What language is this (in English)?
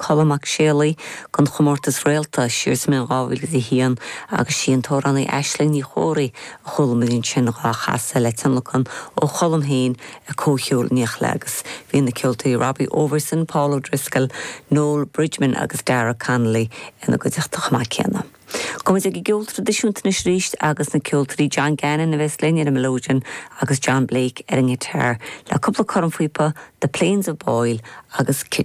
Irish